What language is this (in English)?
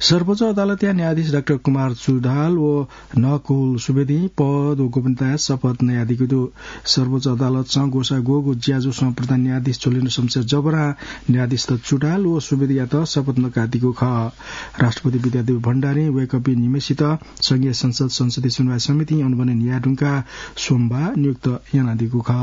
Newari